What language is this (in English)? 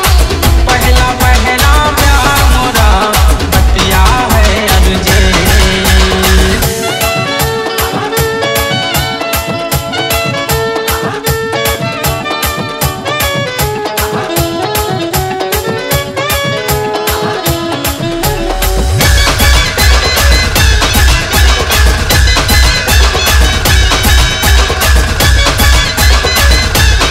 Bhojpuri